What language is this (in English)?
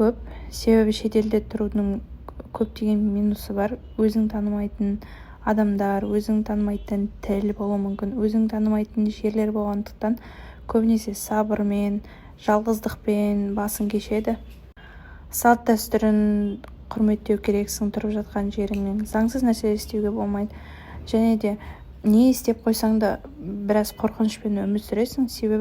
Kazakh